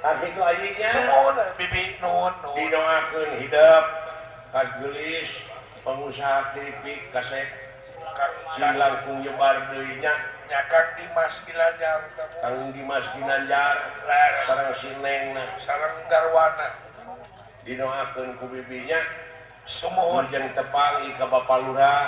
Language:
Sundanese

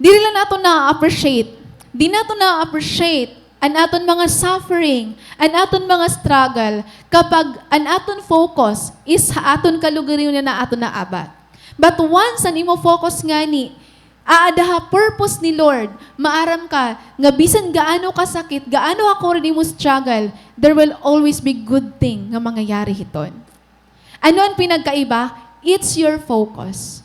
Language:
Waray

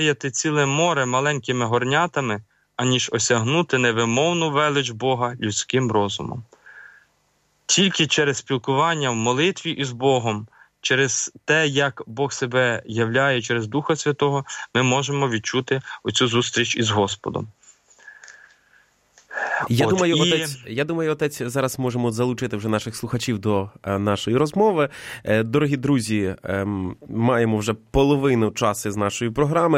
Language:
Ukrainian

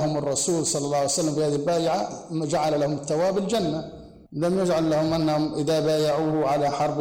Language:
Arabic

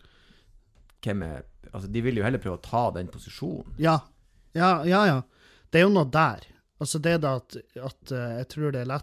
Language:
Norwegian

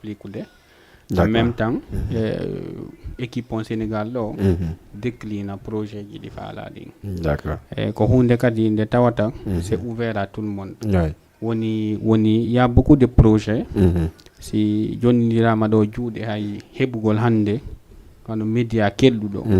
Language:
Fula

